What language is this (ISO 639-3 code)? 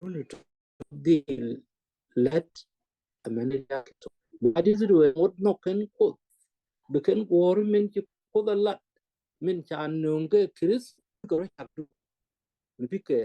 nus